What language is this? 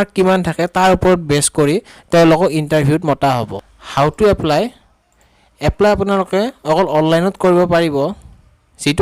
Assamese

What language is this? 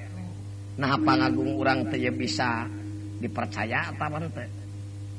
Sundanese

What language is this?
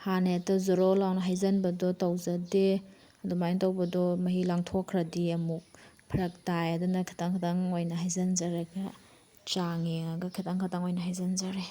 Manipuri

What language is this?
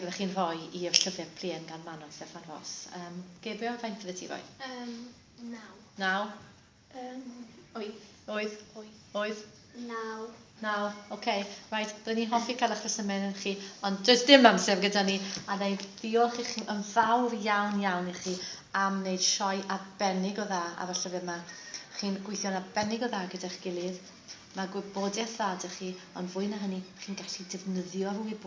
Welsh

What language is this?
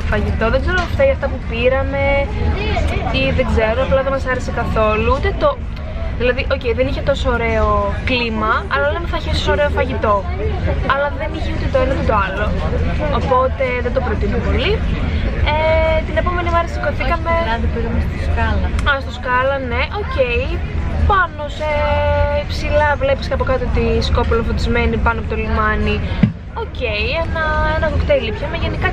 Greek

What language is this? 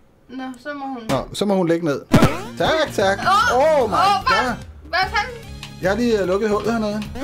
Danish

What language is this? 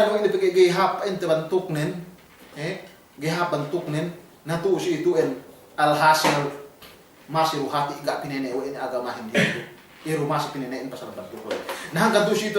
Yakan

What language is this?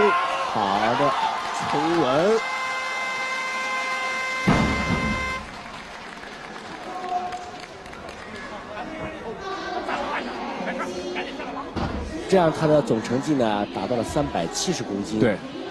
Chinese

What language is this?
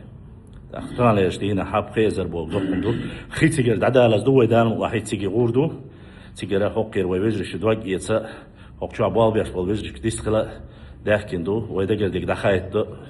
Chechen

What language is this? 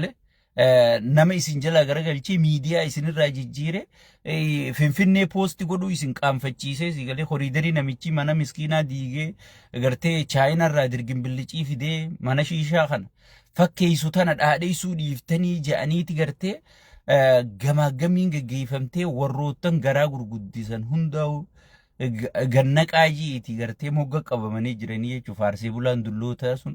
Oromo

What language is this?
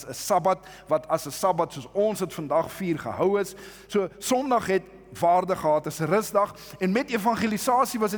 Afrikaans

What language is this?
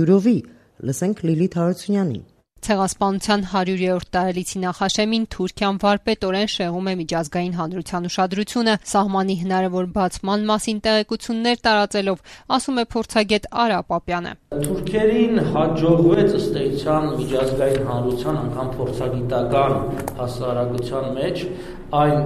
Armenian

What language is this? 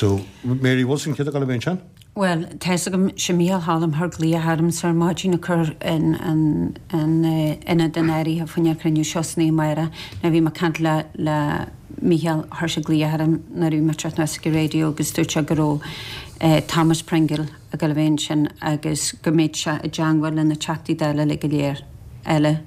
Irish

